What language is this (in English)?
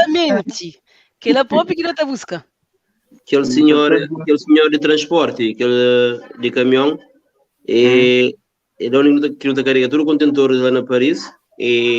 Kabuverdianu